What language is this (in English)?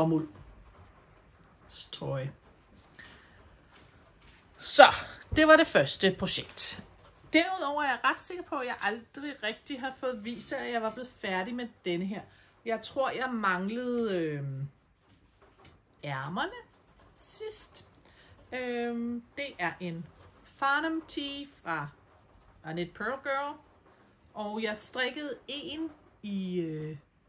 Danish